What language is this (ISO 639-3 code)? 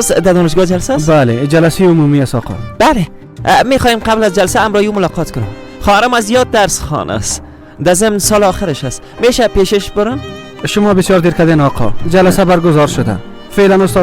fas